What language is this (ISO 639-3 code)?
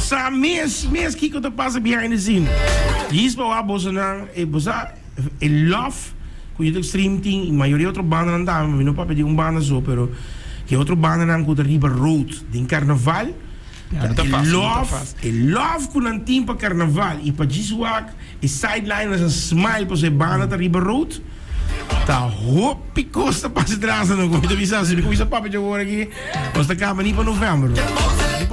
pap